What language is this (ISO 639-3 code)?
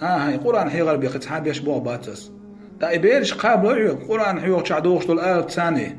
che